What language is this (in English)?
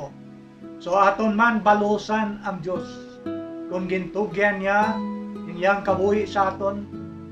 Hiligaynon